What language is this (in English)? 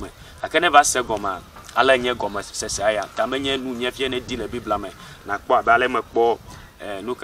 Ewe